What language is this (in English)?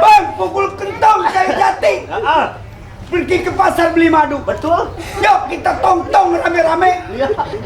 Betawi